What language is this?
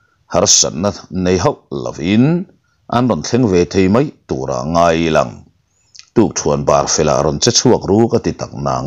Mizo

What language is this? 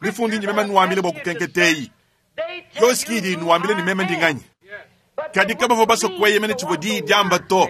Luba-Lulua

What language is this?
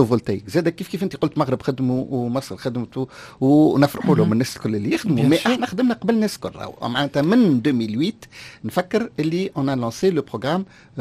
Tunisian Arabic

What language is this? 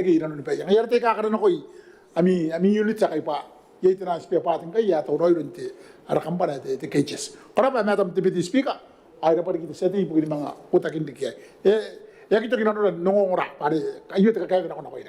Gilbertese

